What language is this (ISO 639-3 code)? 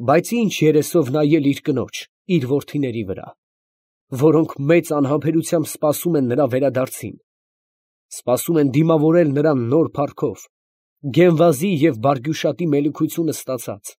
hye